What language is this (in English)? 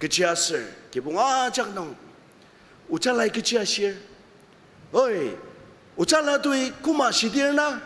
Ao Naga